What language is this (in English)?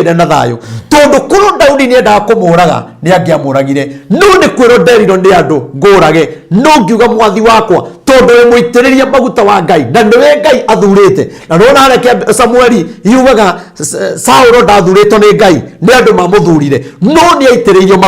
Kikuyu